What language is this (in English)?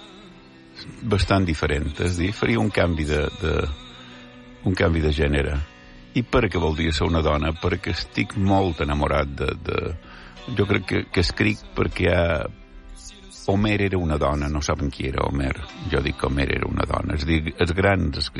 Catalan